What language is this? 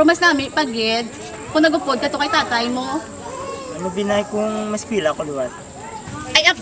Hiligaynon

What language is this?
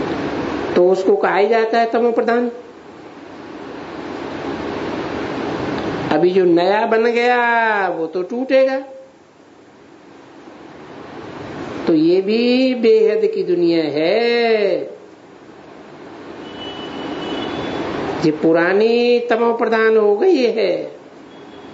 Hindi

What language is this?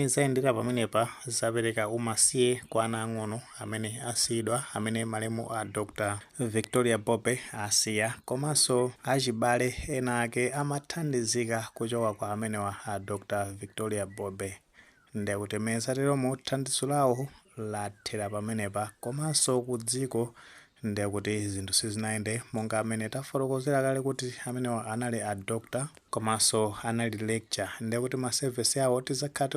Nyanja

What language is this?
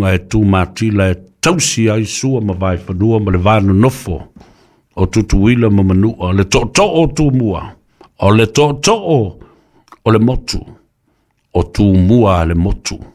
Samoan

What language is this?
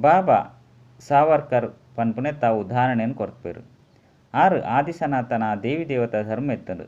Tulu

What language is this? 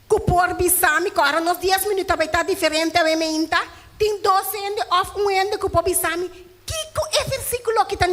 Papiamento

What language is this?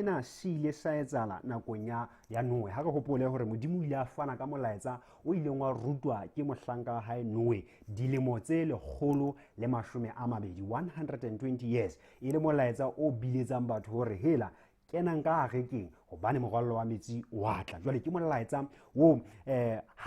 Southern Sotho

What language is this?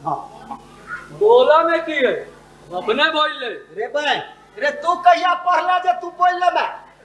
Maithili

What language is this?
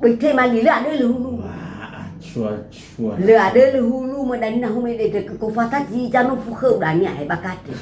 Nias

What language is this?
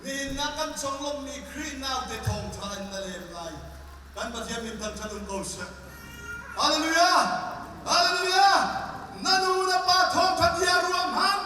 Hakha Chin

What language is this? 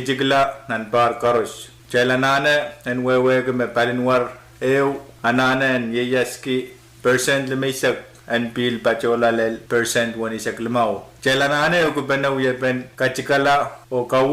Pohnpeian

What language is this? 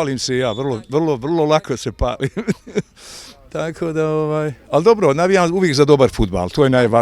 Bosnian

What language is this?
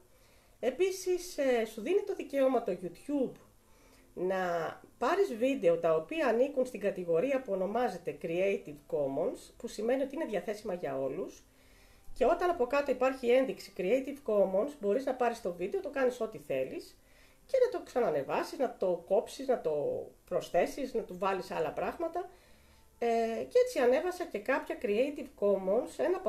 Greek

